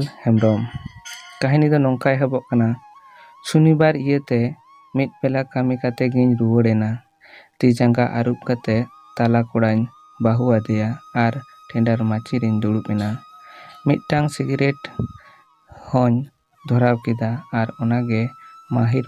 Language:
Santali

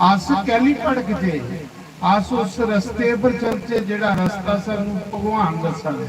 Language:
Dogri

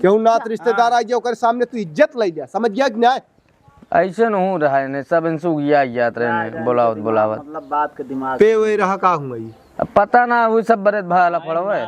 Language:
Awadhi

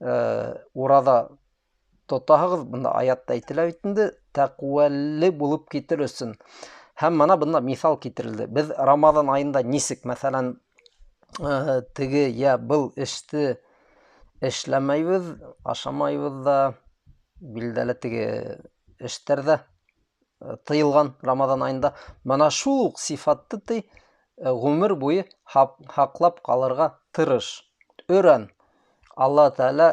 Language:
Bashkir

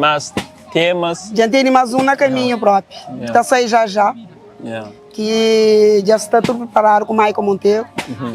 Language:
Kabuverdianu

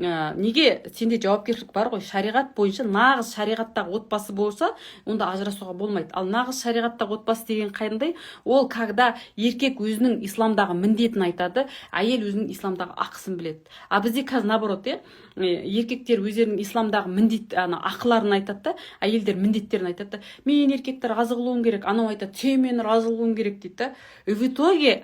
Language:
Kazakh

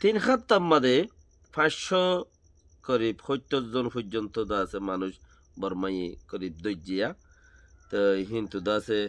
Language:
Rohingya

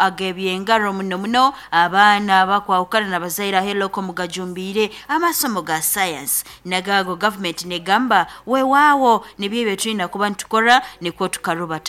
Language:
Nyankole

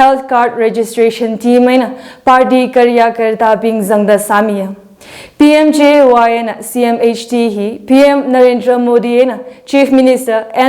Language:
Tangkhul Naga (India)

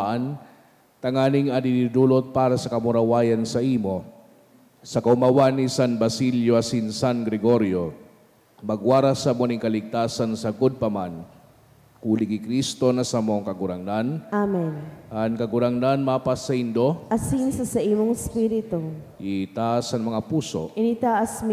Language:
Bikol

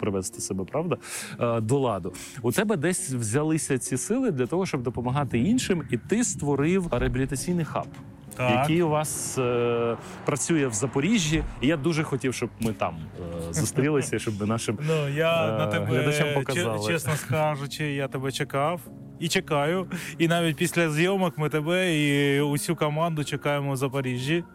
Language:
Ukrainian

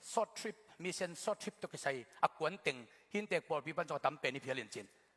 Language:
Tedim Chin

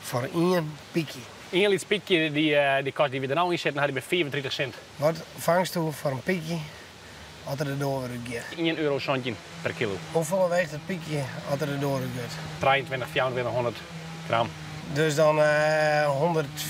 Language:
Western Frisian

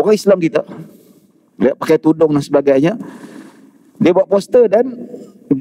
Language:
Malay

